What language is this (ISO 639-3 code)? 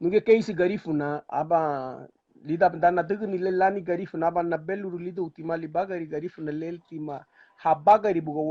cab